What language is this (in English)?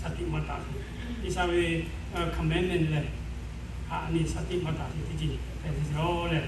Lahu